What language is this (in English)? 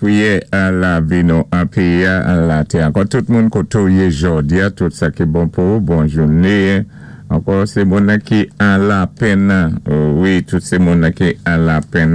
Saint Lucian Creole French